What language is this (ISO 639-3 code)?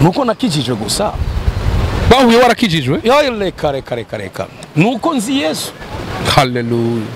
run